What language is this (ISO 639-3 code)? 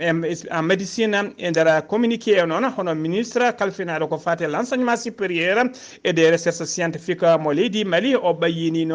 ful